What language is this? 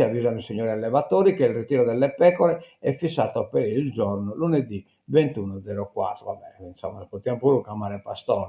Sardinian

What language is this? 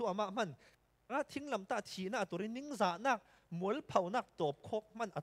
Falam Chin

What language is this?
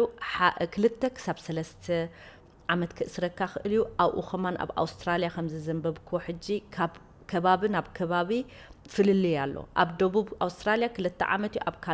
Tigrinya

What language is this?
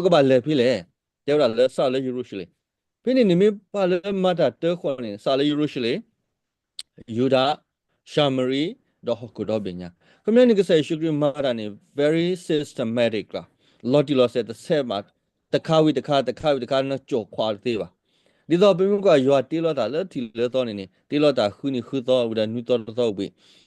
S'gaw Karen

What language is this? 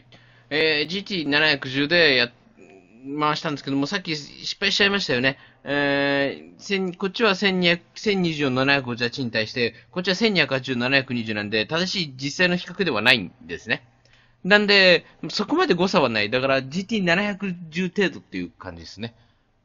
Japanese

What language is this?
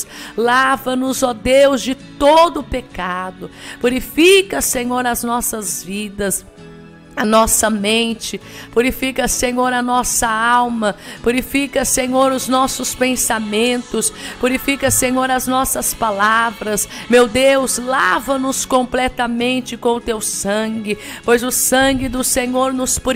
Portuguese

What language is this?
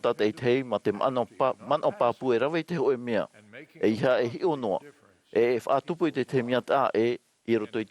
Tahitian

